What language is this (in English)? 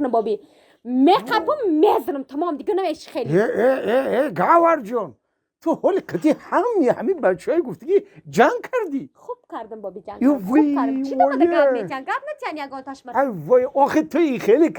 Tajik